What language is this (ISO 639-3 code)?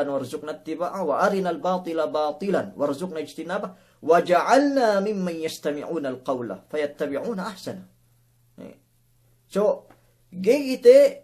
yka